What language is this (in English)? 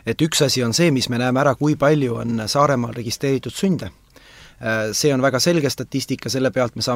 Estonian